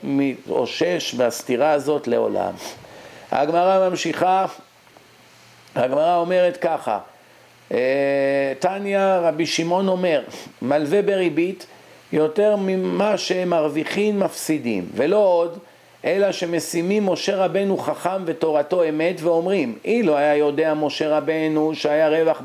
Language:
Hebrew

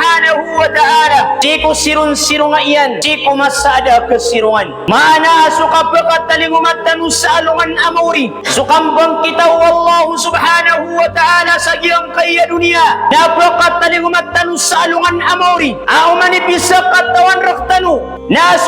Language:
Maranao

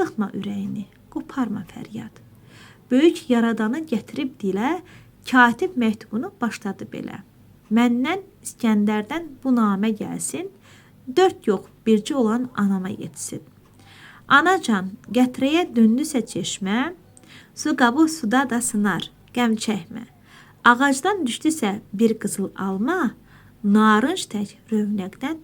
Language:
Azerbaijani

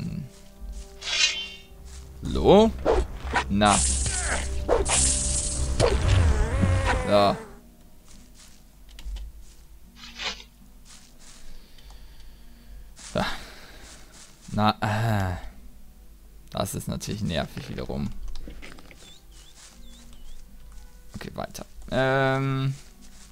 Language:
German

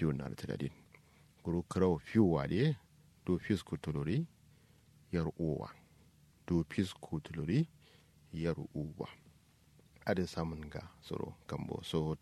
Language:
Kanuri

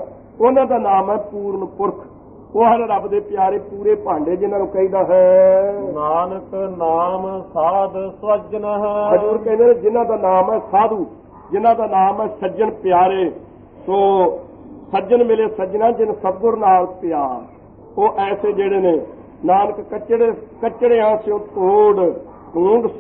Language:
Punjabi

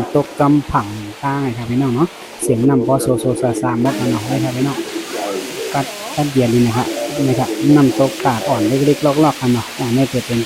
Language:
Shan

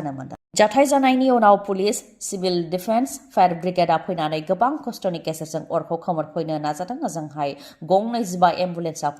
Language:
Bodo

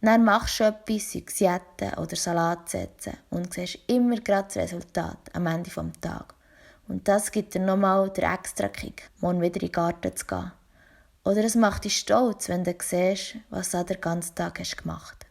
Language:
Swiss German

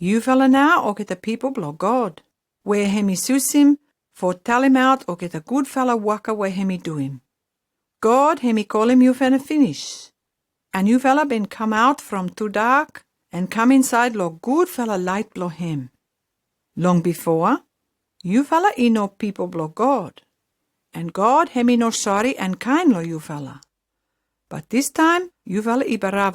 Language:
Pijin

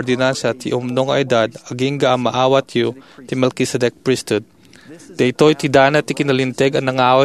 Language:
Iloko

